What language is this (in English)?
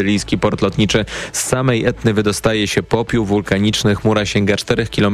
Polish